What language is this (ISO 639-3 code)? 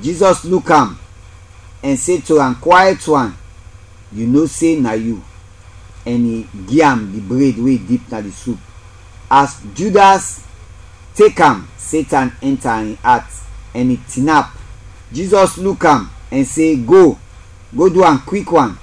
kri